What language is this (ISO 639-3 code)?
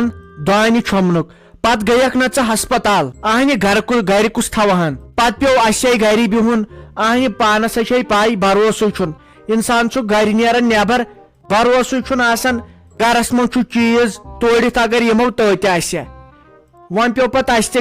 kas